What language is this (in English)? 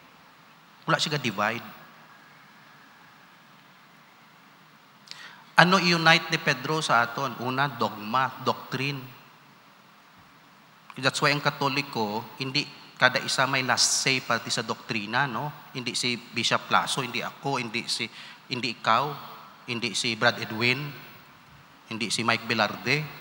Hiligaynon